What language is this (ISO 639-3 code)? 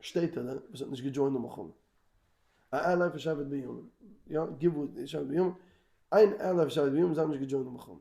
yid